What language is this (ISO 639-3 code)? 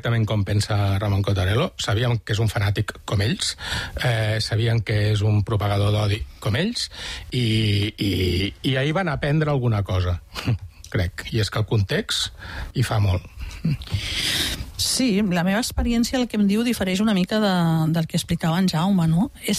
cat